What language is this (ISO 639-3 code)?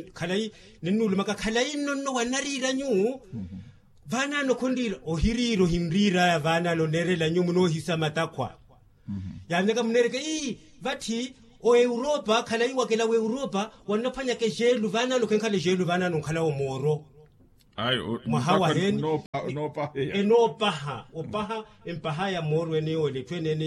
vmw